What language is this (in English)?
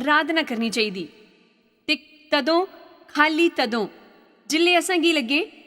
Dogri